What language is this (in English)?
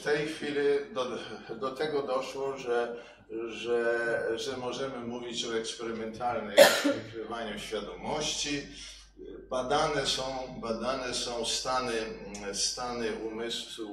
Polish